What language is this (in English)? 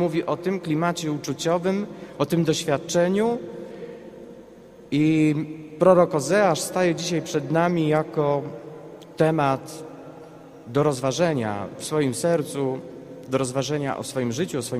Polish